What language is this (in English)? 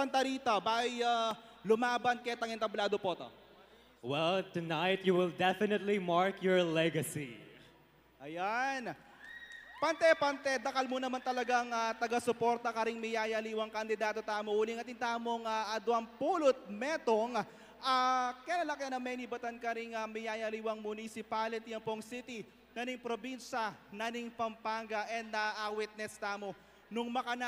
Pampanga